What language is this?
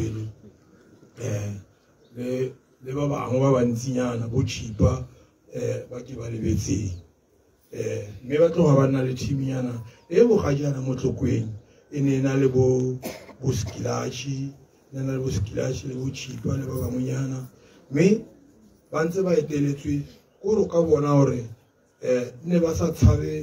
Tswana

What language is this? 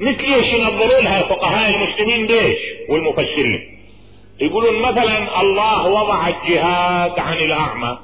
Mesopotamian Arabic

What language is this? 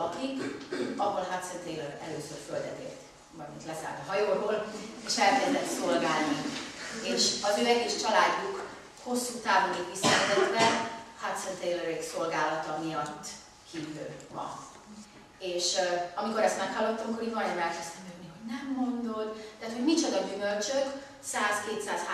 Hungarian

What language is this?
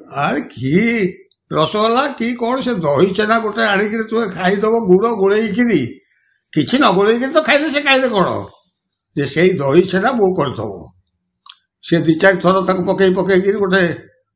Odia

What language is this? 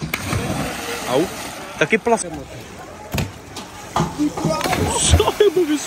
Czech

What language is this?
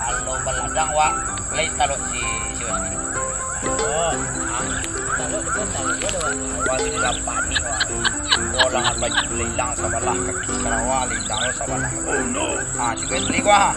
Minangkabau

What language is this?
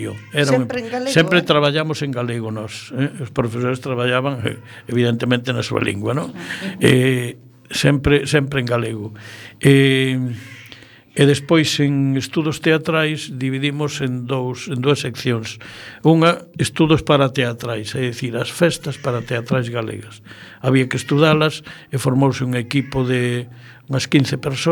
Galician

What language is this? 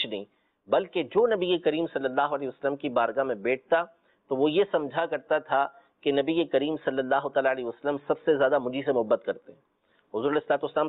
Urdu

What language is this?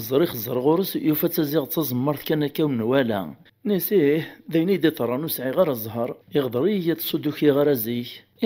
Kabyle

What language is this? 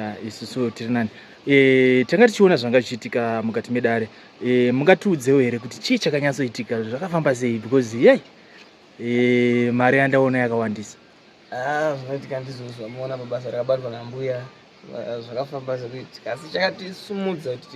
Shona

